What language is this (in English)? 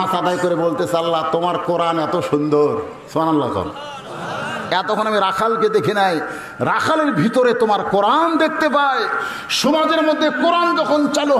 Bangla